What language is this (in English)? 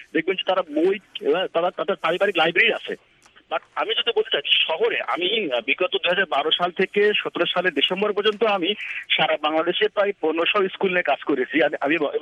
Bangla